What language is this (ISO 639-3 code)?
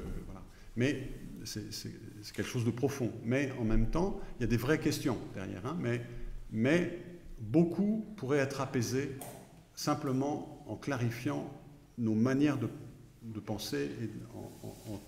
fra